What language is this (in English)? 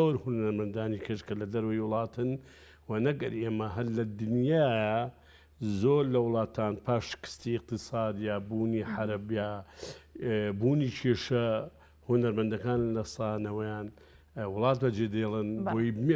Central Kurdish